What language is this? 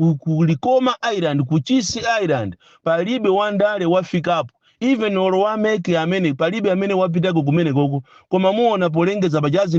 Nyanja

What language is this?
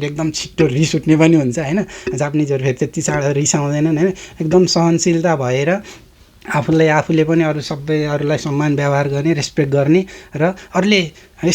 Nepali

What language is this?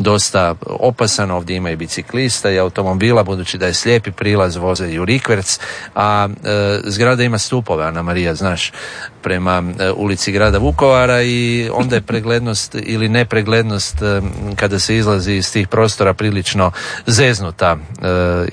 Croatian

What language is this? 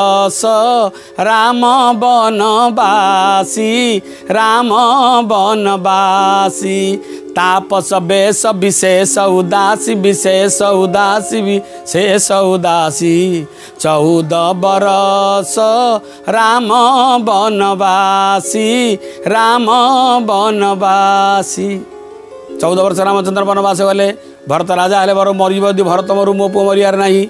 Odia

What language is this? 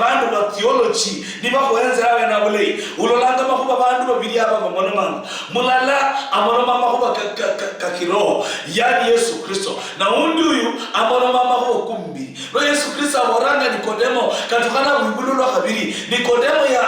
Luyia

